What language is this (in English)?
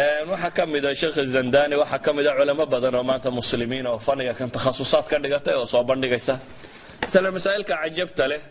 Somali